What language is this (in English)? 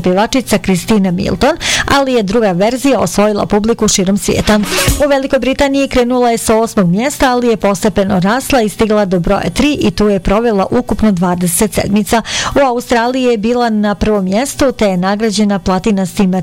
Bosnian